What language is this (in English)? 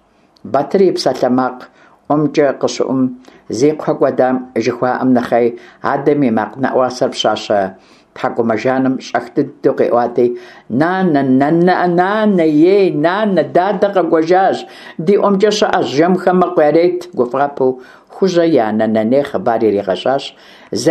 Kabardian